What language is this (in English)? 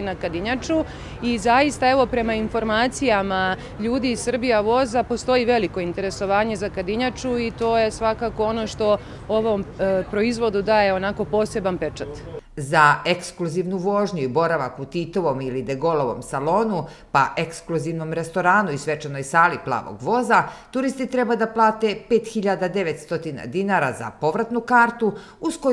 Serbian